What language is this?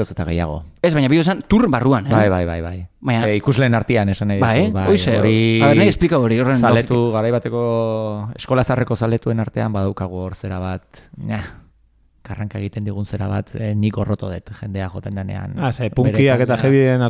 Basque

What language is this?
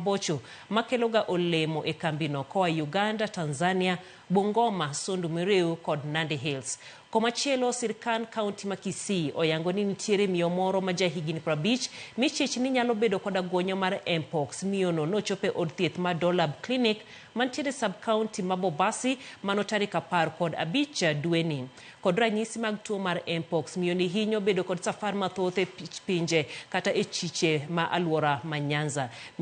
Luo (Kenya and Tanzania)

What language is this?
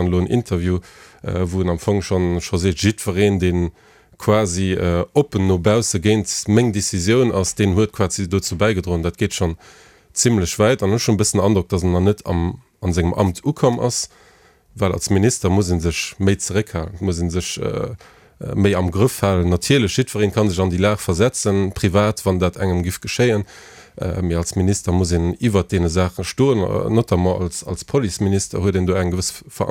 Luxembourgish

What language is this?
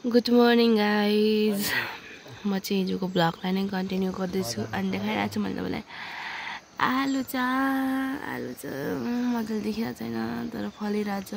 Nepali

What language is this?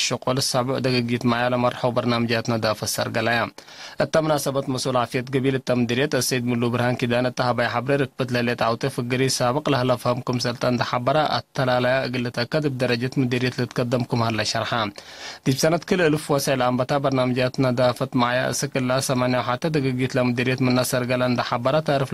Tigre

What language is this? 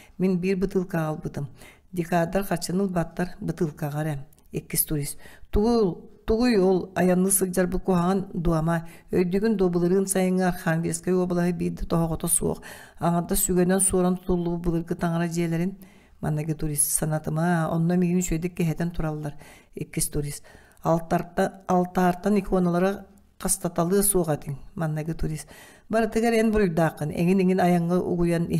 Yakut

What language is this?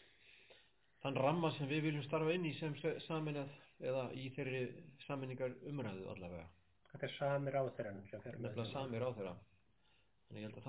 Icelandic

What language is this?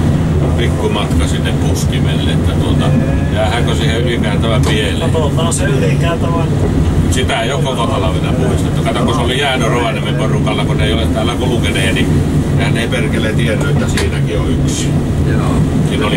Finnish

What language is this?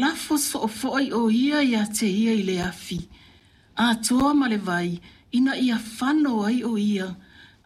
Samoan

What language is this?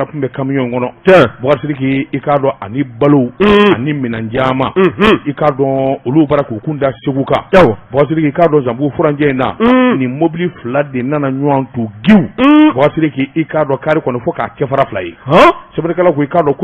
Bambara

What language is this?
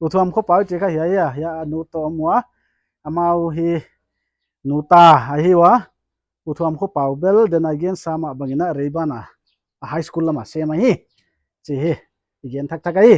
Paite Chin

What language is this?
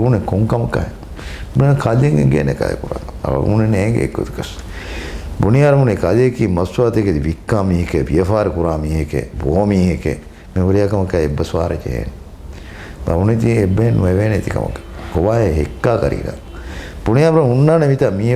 Divehi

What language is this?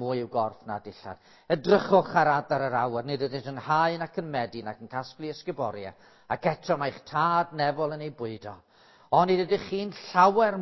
Welsh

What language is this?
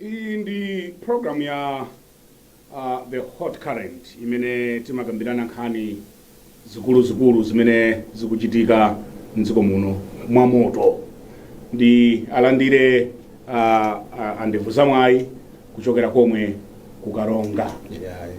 Nyanja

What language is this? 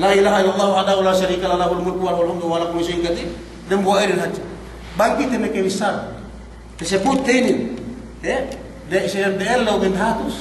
Yakan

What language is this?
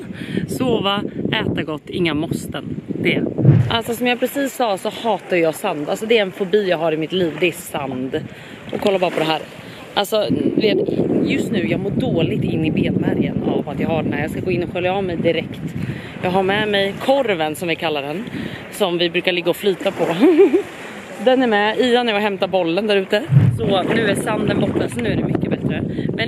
Swedish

